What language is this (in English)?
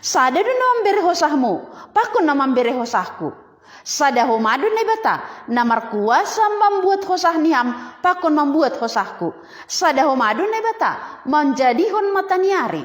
Batak Simalungun